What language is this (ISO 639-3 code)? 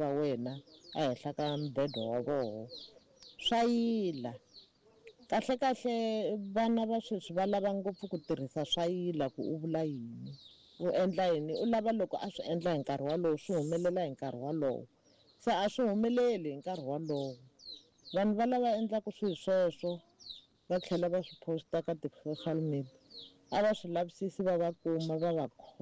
tso